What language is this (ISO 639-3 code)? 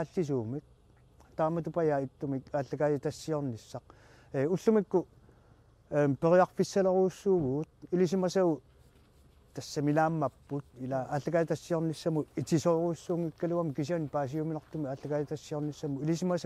kal